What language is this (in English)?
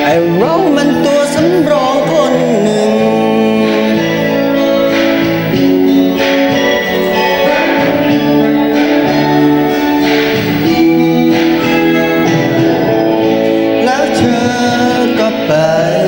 Thai